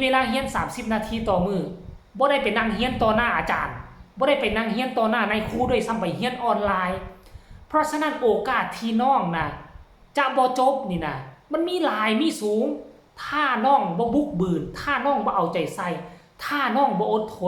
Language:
Northeastern Thai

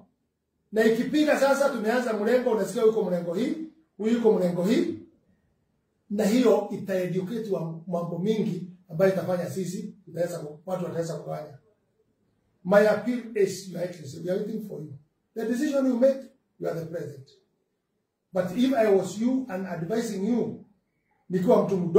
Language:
Swahili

